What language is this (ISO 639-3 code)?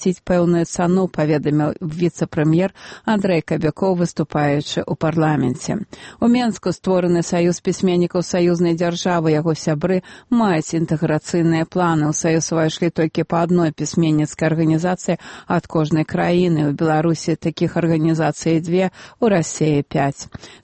bel